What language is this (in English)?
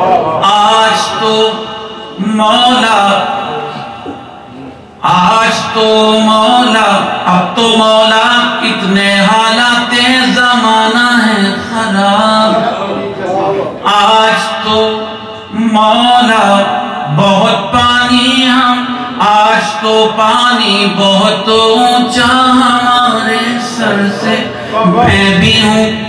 Urdu